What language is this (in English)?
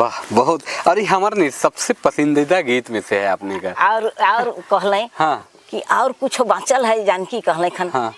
Sadri